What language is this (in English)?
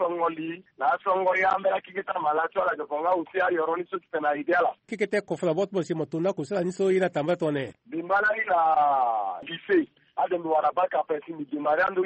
Sango